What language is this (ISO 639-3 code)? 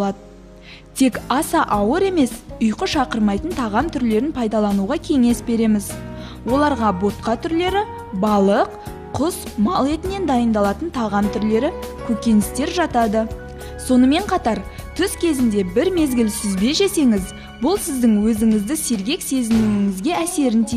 kaz